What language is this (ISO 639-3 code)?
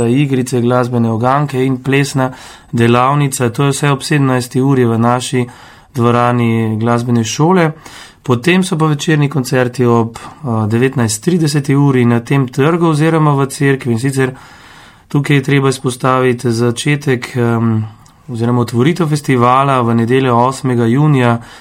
slv